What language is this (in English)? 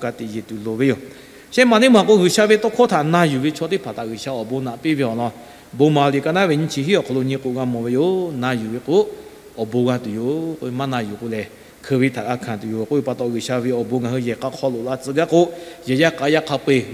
Lahu